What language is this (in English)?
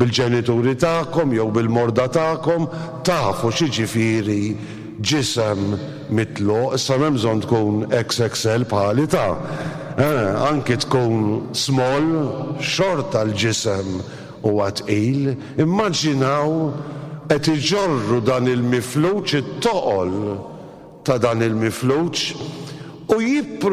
Maltese